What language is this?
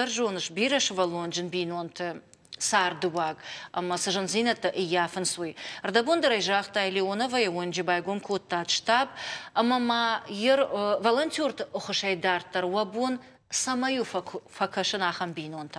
Ossetic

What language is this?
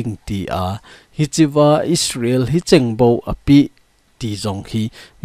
Thado Chin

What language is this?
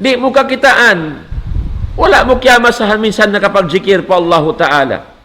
Tausug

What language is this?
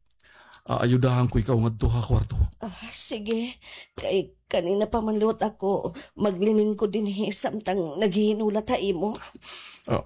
Waray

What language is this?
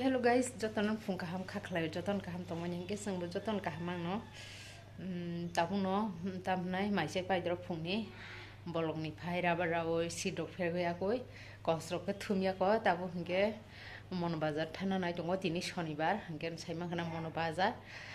Kok Borok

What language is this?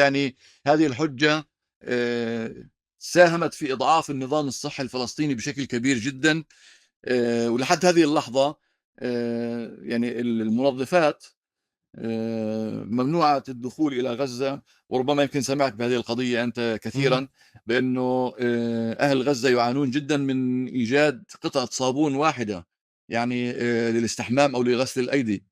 North Levantine Arabic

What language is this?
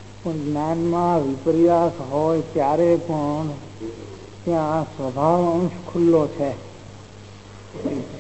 Gujarati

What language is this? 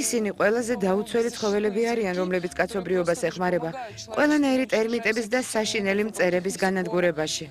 Georgian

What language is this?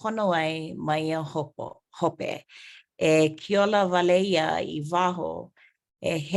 Hawaiian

